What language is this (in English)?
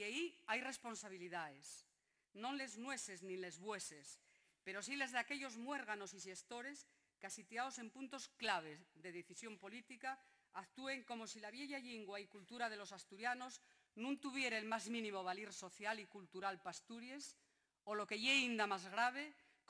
Asturian